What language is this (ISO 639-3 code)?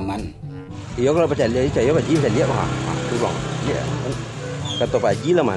min